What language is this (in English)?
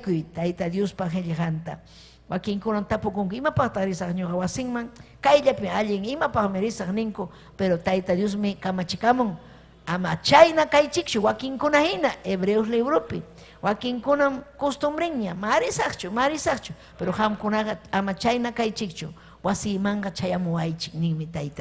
Ayacucho Quechua